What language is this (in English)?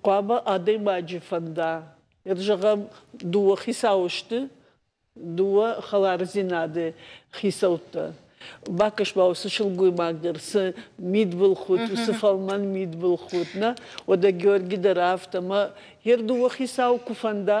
Ossetic